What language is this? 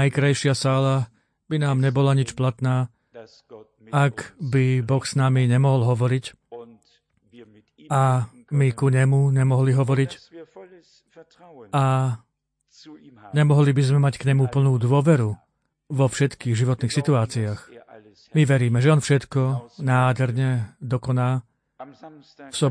Slovak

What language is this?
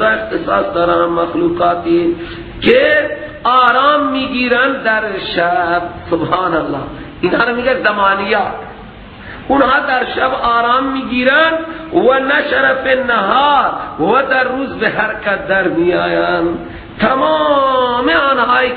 Persian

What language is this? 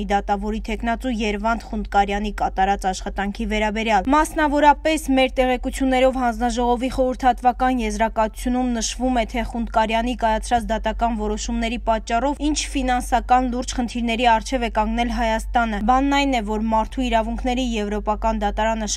Armenian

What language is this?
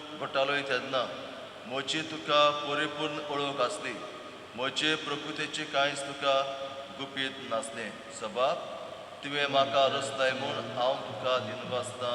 Konkani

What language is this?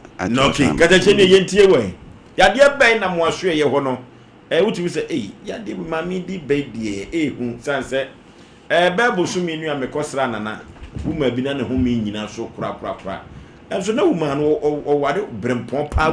Akan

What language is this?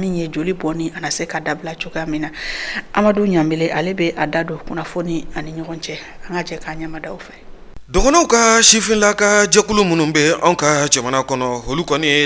Bambara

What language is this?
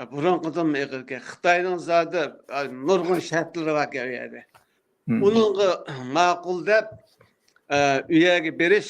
Uyghur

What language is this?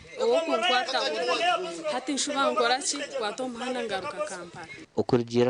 Nyankole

